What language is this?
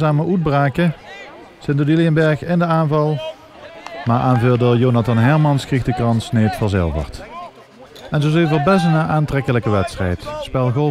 Limburgish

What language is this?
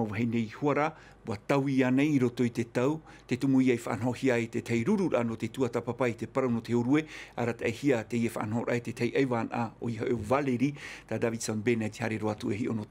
Tahitian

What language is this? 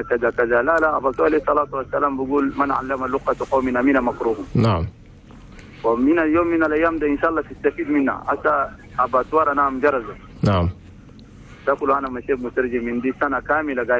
Chadian Arabic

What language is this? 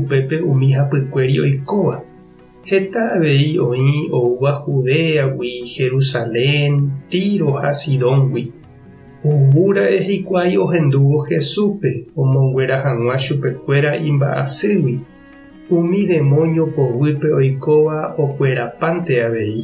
Guarani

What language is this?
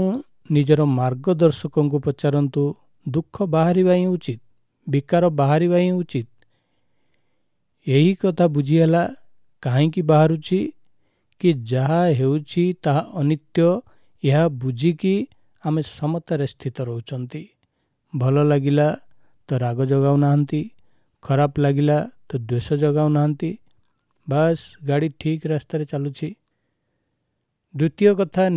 Odia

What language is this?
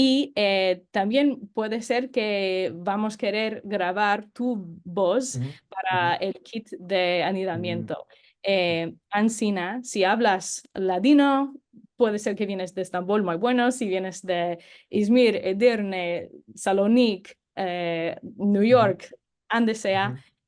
Ladino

